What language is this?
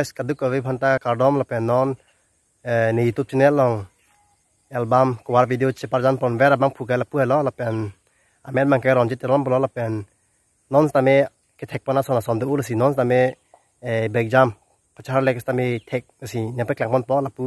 Karbi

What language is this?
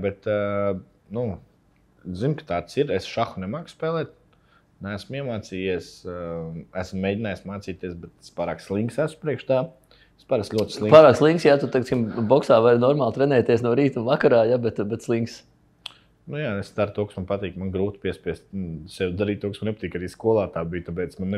Latvian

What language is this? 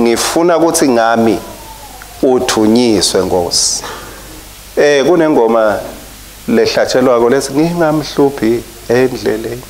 Swati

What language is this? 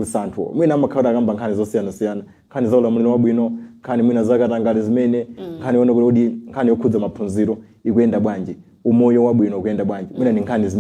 Nyanja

